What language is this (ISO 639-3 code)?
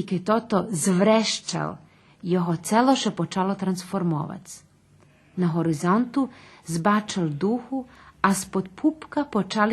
rue